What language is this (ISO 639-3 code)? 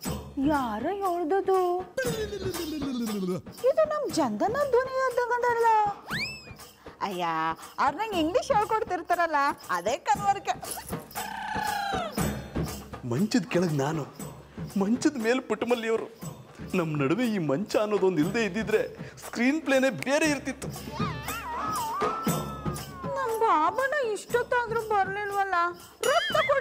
kan